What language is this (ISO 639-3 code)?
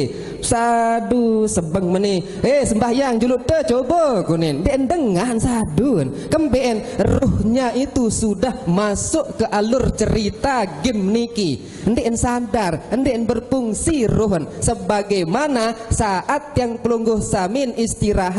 sas